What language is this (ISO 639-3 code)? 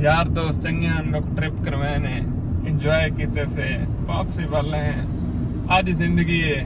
skr